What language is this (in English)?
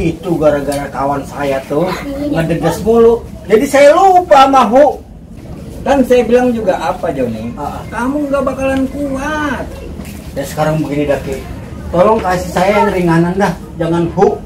Betawi